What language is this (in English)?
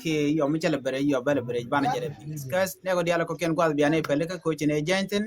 Nuer